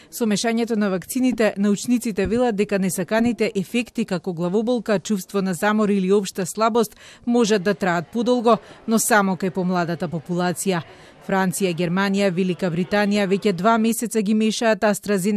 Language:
Macedonian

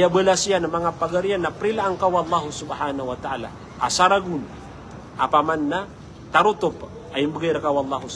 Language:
Maranao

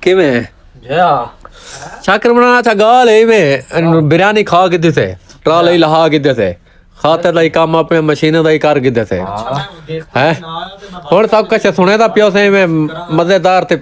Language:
Saraiki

